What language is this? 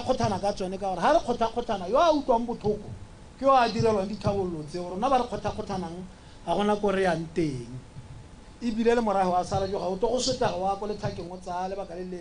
Tswana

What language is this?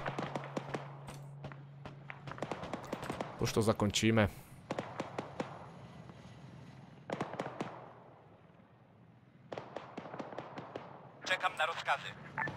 Czech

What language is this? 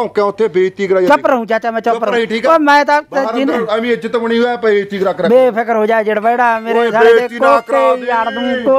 Punjabi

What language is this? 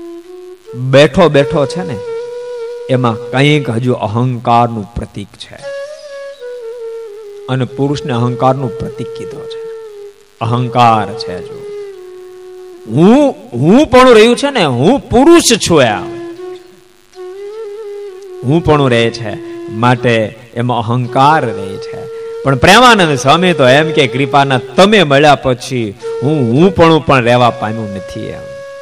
Gujarati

